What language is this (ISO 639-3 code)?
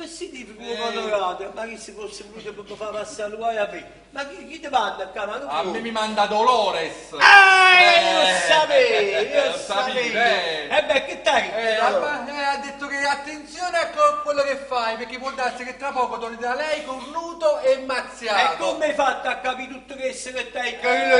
nap